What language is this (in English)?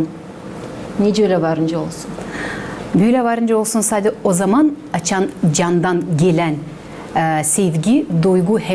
Gagauz